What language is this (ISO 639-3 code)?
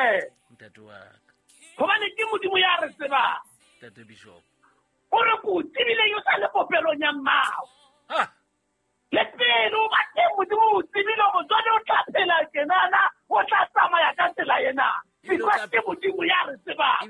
sot